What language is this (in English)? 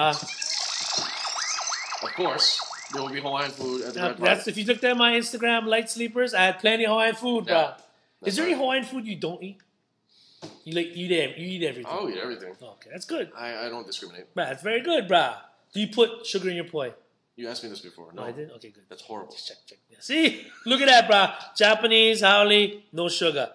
English